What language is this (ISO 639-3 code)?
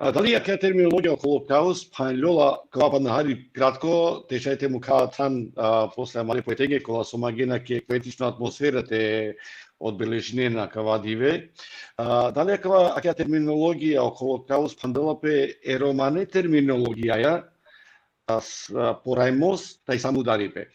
rmn